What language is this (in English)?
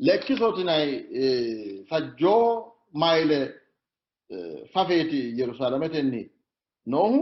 Sidamo